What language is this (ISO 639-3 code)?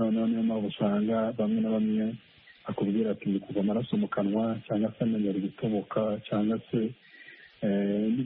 kin